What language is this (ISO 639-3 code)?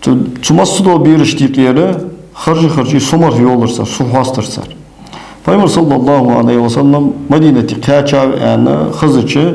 inh